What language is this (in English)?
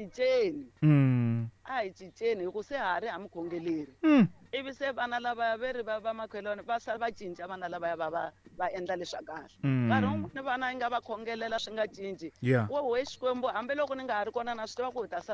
Tsonga